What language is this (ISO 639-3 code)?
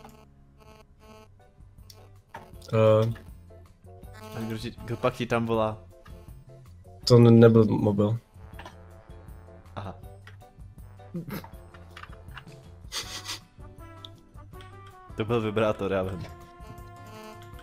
ces